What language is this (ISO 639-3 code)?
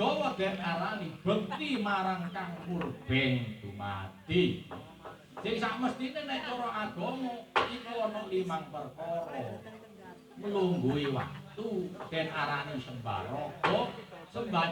jav